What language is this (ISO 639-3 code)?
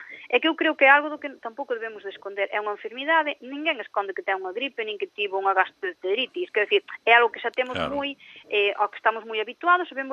glg